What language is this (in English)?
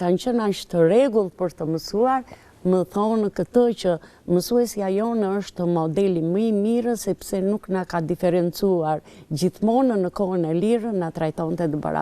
Albanian